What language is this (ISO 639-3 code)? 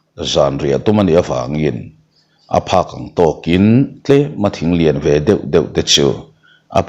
lus